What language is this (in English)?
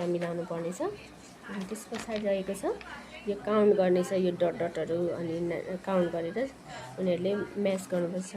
Nepali